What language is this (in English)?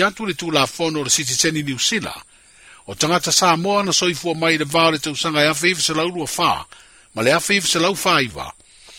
Samoan